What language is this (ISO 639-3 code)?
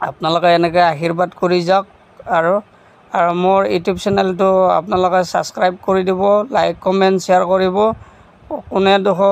asm